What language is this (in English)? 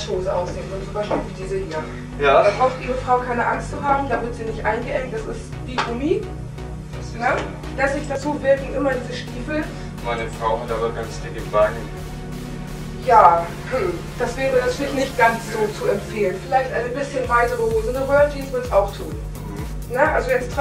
German